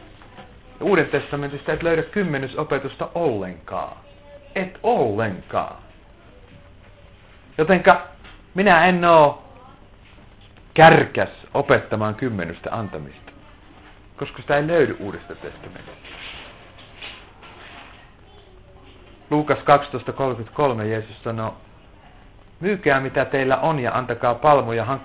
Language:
Finnish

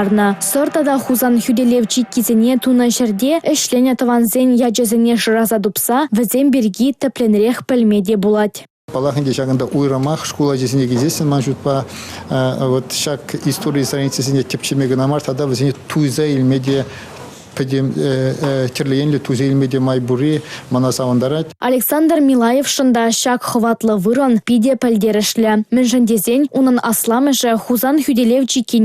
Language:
Chuvash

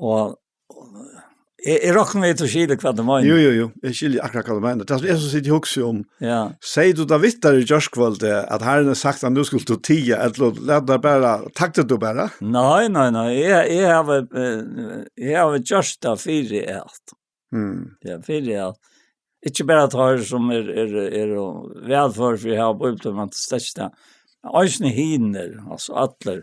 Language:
Faroese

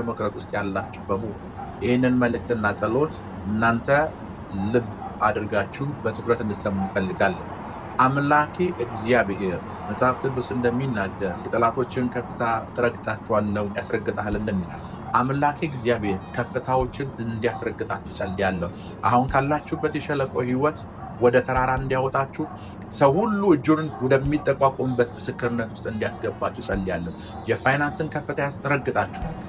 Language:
Amharic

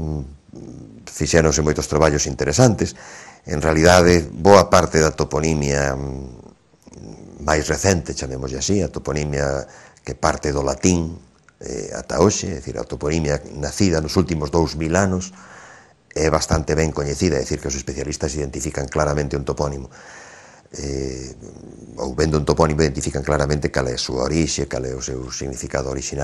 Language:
Galician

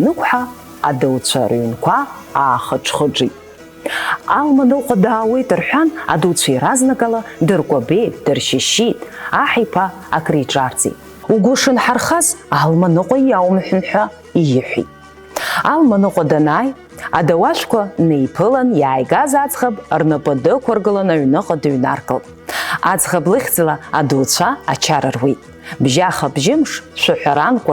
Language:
Abkhazian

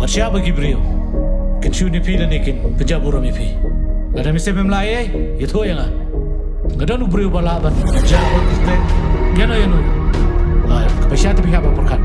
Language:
Khasi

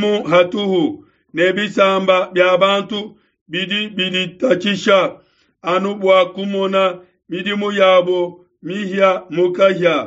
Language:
Luba-Lulua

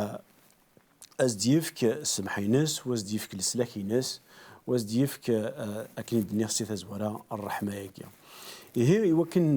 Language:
Kabyle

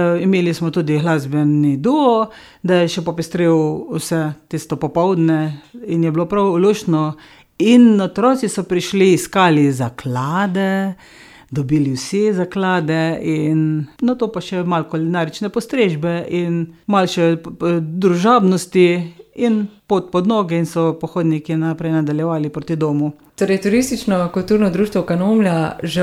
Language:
Slovenian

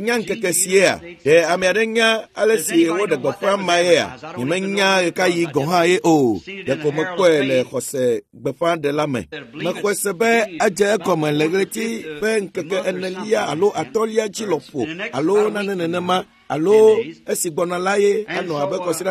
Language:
Ewe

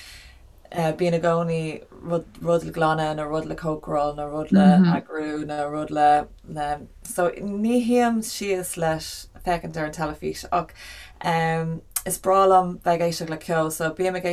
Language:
Irish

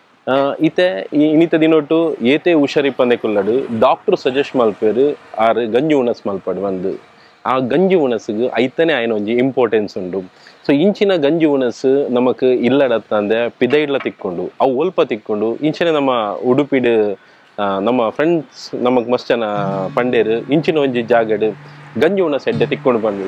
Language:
Tulu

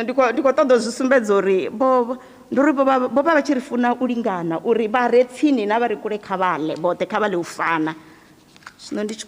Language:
Venda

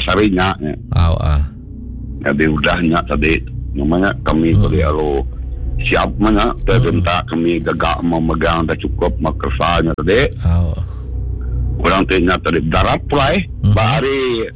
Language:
Iban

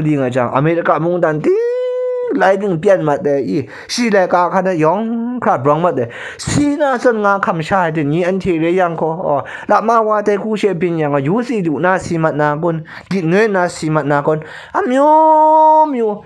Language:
Kachin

